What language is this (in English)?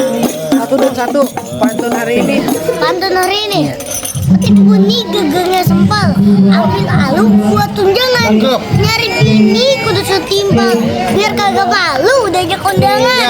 Betawi